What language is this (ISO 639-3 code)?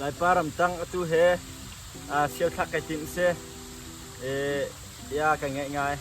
cnh